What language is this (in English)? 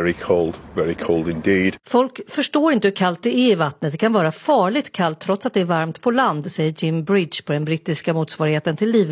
Swedish